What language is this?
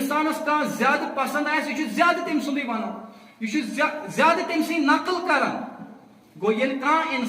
Kashmiri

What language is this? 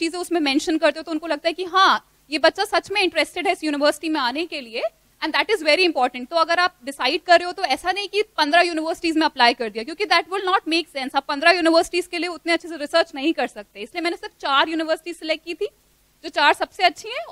Hindi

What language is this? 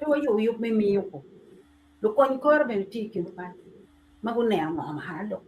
Acoli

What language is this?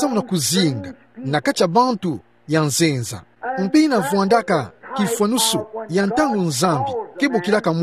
Kituba (Democratic Republic of Congo)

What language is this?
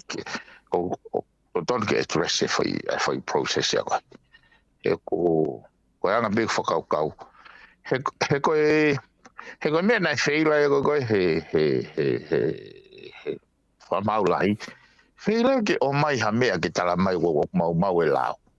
Tongan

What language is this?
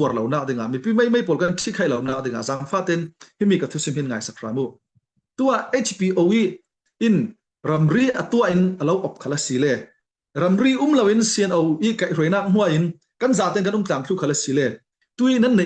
Hakha Chin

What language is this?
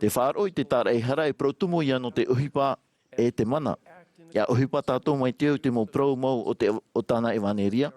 Tahitian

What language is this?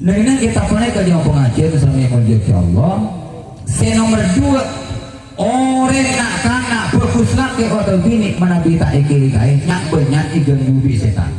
Madurese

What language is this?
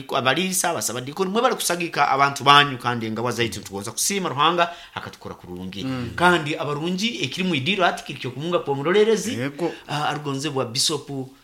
Nyoro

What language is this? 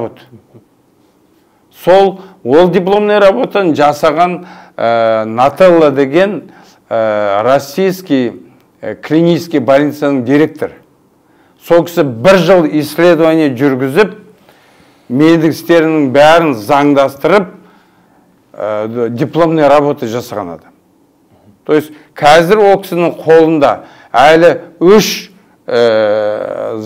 Kazakh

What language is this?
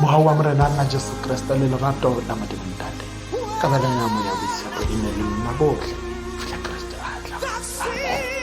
Tswana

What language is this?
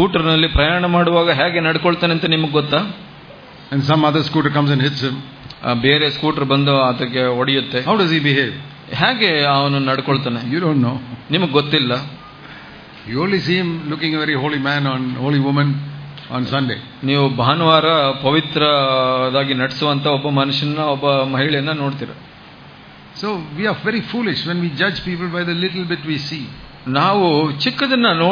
Kannada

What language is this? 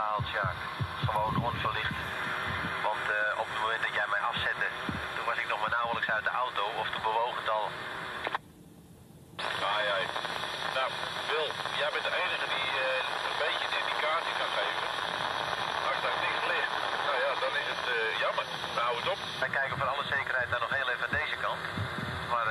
Dutch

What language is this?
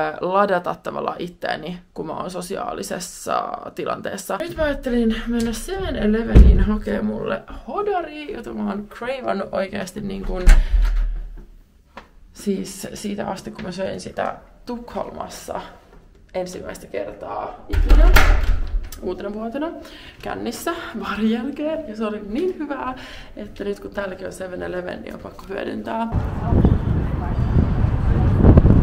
Finnish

